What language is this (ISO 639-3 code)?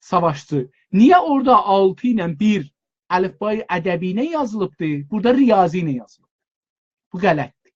azb